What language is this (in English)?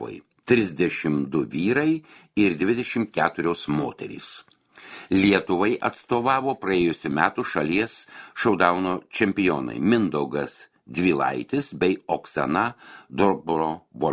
Lithuanian